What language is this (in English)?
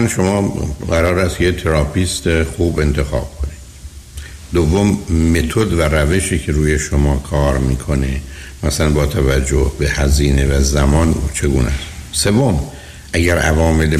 Persian